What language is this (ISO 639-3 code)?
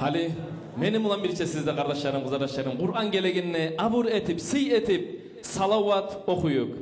kum